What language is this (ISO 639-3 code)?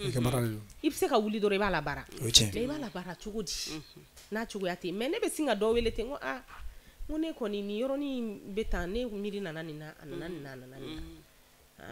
bam